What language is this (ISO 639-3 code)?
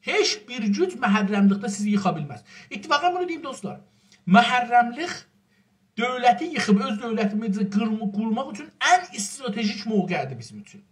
azb